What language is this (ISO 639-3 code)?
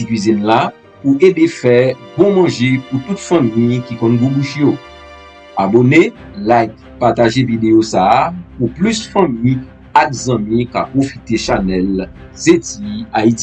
hat